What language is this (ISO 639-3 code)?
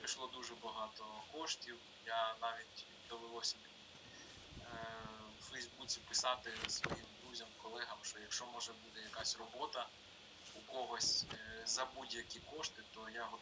ukr